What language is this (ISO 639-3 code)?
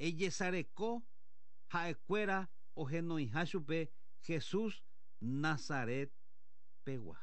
grn